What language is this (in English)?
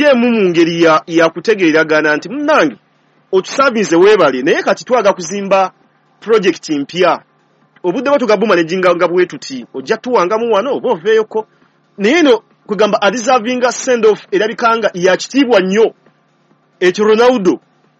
Ganda